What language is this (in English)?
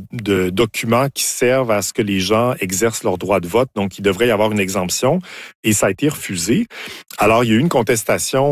French